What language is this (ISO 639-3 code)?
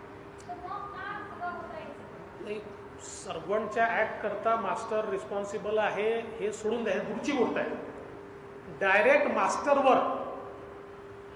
mar